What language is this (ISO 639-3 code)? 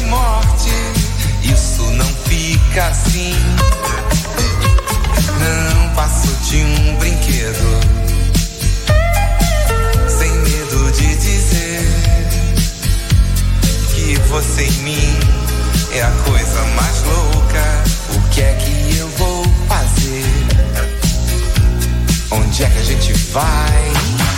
por